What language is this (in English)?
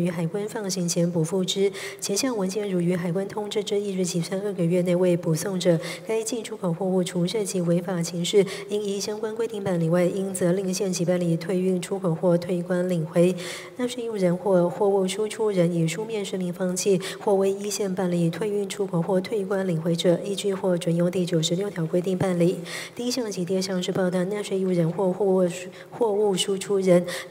Chinese